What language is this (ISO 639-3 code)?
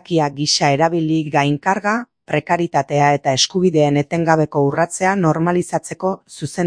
eus